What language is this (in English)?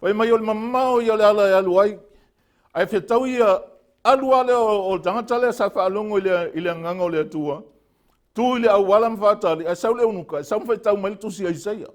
Samoan